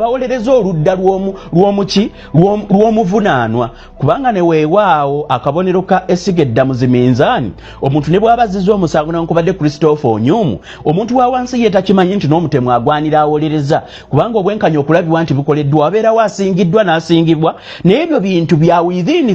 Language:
Ganda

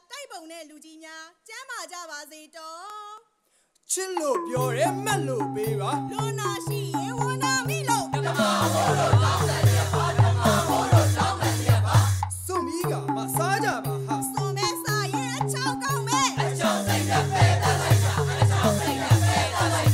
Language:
Burmese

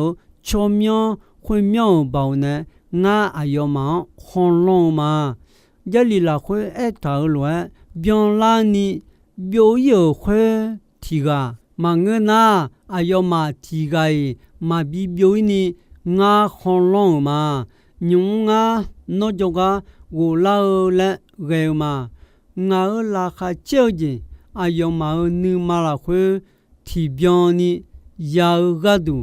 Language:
Akha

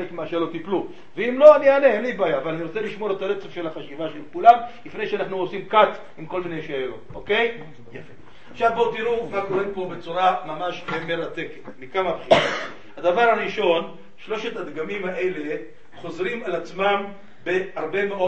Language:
Hebrew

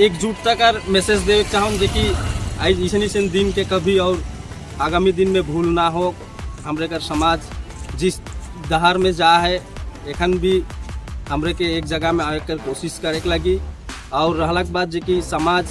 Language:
Sadri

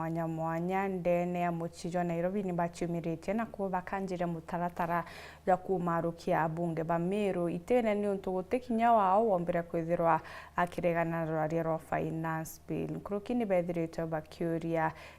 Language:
Meru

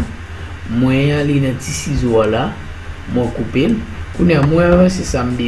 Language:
Haitian Creole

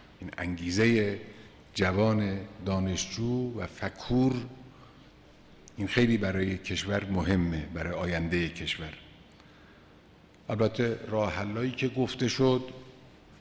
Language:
Persian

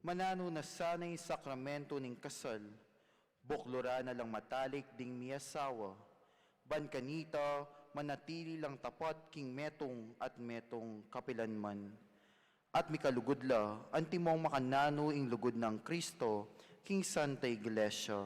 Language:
Pampanga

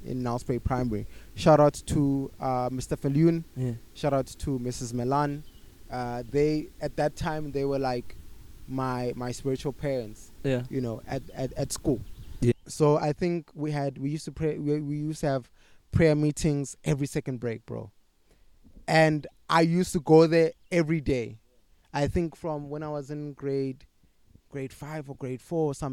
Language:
English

